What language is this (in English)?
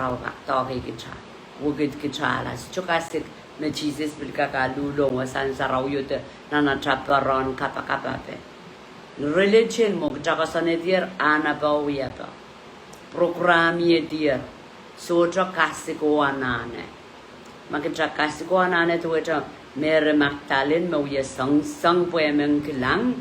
Pohnpeian